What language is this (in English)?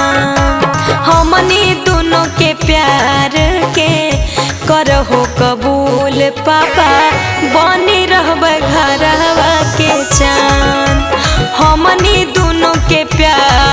Magahi